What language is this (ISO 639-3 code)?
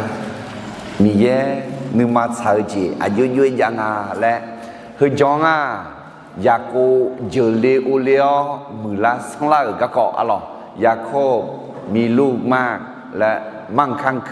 ahk